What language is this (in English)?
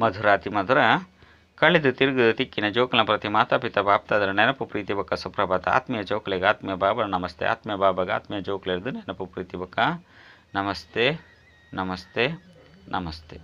Tulu